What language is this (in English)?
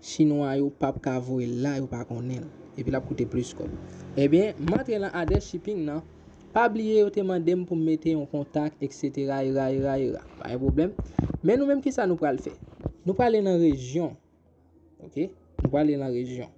Haitian Creole